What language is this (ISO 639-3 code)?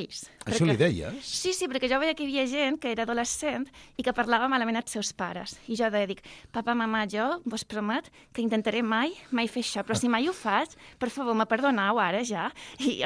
cat